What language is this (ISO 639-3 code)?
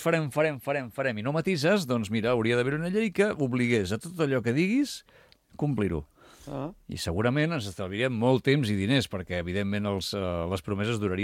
cat